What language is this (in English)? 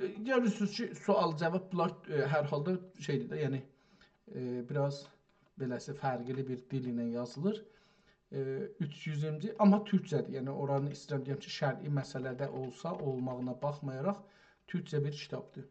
South Azerbaijani